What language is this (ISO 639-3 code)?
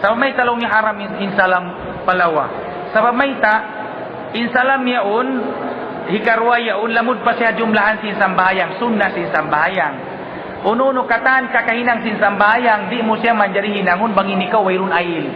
tsg